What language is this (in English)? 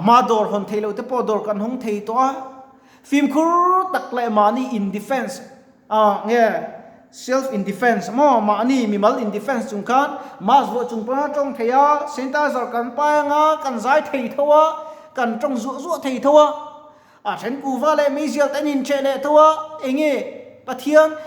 Mizo